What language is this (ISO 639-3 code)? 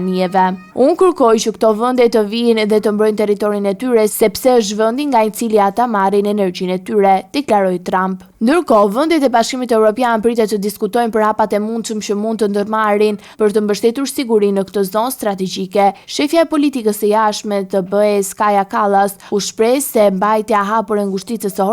sqi